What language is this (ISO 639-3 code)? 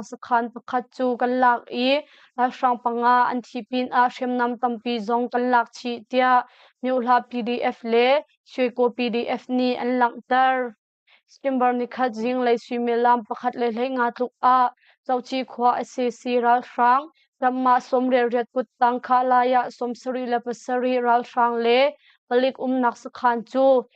cnh